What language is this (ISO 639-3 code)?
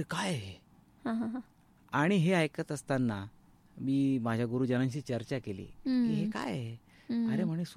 mar